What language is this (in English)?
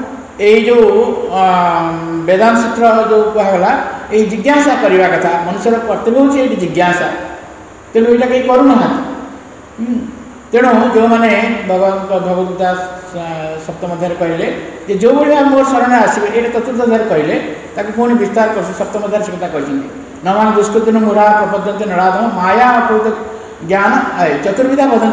Odia